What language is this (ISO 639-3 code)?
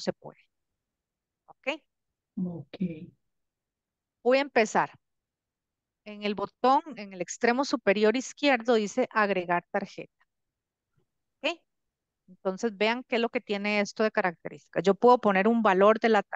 spa